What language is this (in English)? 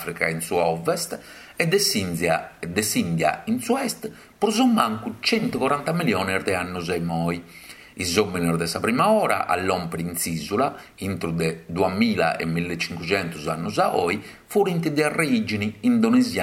Sardinian